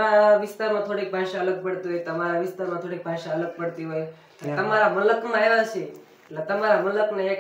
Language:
Gujarati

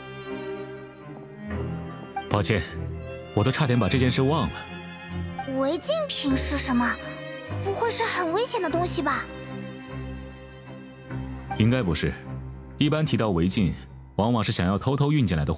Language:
Chinese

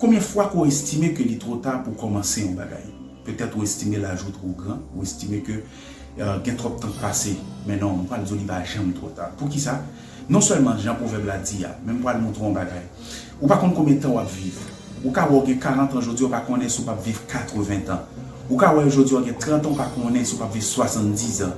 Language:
Haitian Creole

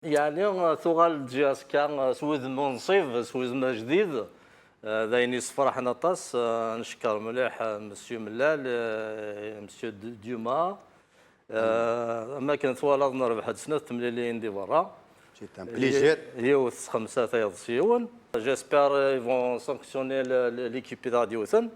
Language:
Kabyle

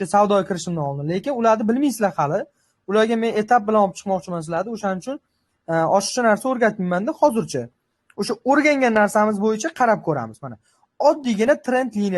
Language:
Uzbek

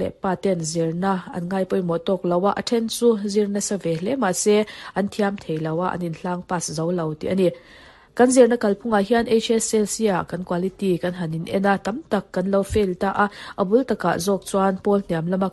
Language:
Mizo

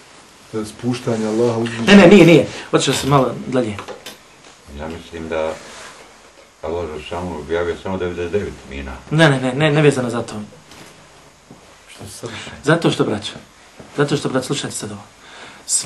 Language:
Bosnian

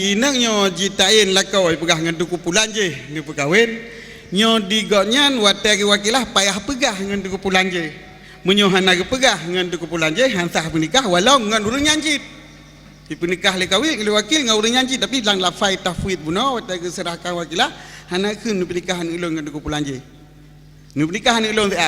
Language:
Achinese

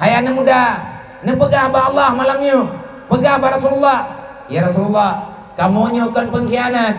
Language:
Achinese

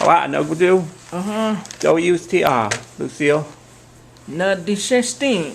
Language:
Cherokee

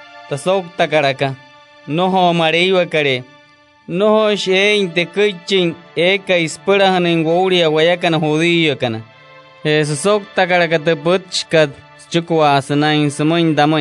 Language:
Wayuu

